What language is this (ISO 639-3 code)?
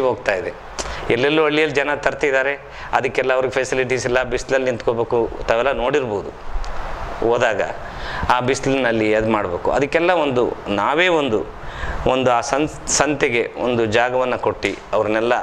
kan